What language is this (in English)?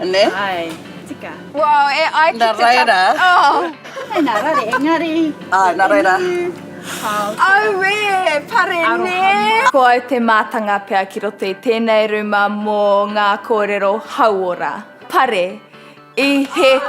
Māori